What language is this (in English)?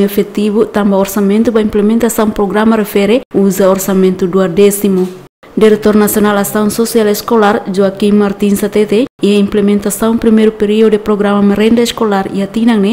Tetum